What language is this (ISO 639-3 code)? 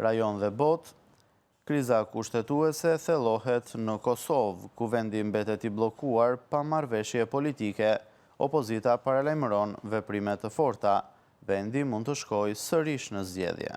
sqi